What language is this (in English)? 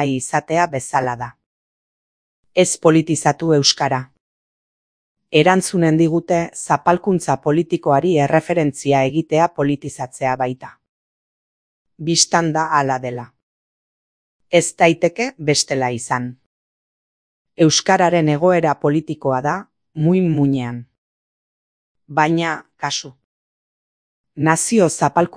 Basque